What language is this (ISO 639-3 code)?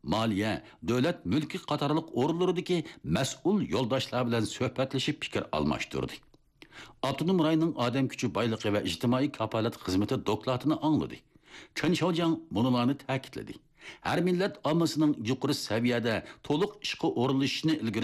uig